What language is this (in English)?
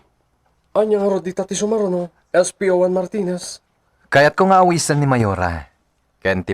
Iloko